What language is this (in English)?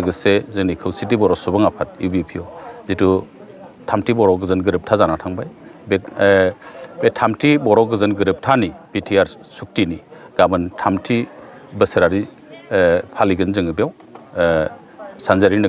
Bodo